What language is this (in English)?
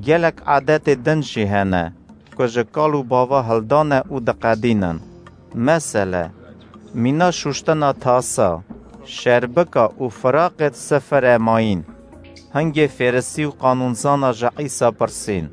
Kurdish